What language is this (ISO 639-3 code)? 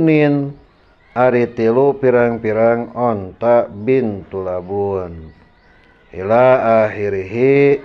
sun